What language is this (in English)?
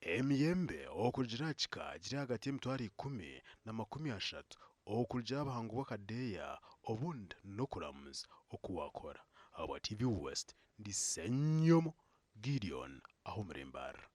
Nyankole